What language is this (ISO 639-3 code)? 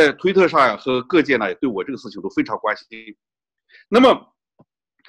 zho